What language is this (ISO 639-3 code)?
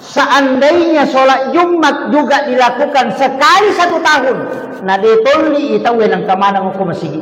bug